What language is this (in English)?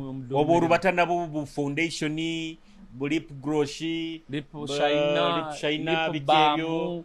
Nyoro